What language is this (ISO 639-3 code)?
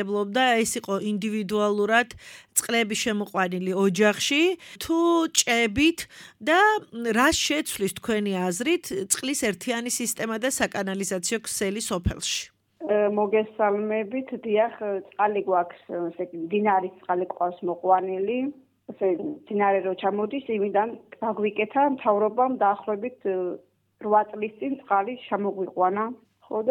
kat